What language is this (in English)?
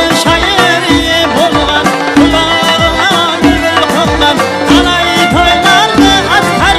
Kara-Kalpak